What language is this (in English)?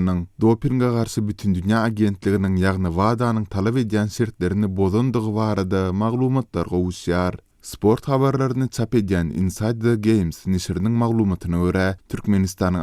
Turkmen